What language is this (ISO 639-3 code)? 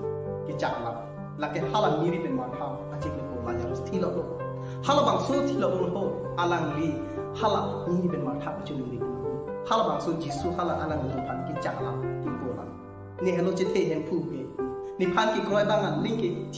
mjw